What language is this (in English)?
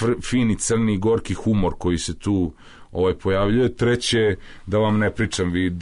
Serbian